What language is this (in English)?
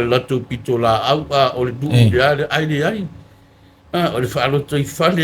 Samoan